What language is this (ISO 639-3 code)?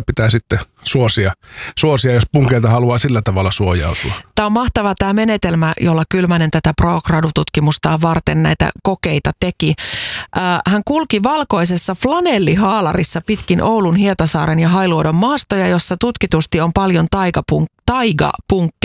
fin